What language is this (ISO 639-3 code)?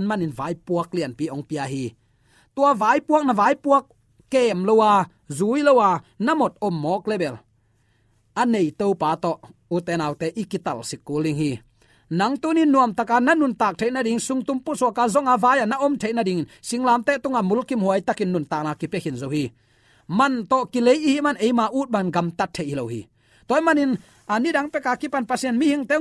ctd